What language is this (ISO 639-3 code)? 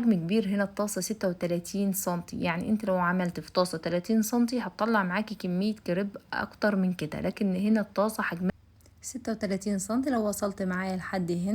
arz